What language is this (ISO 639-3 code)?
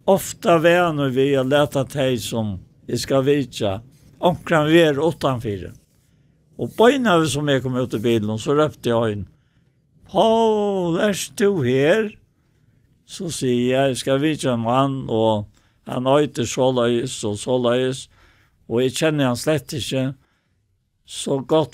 fao